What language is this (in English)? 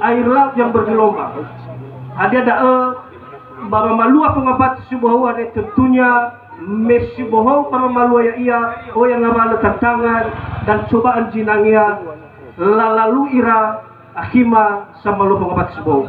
Nias